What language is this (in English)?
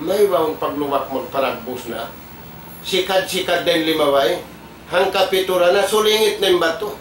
Tausug